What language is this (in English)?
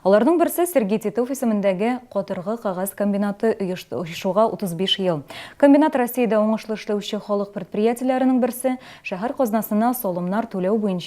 Tatar